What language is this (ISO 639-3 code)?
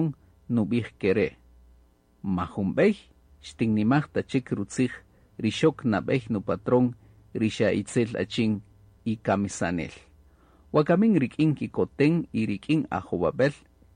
cak